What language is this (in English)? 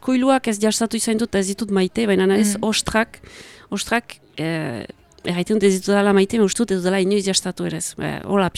Basque